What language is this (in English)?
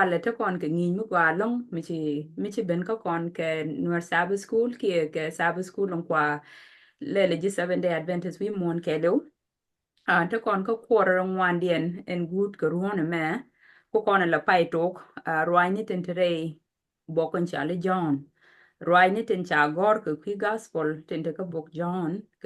Nuer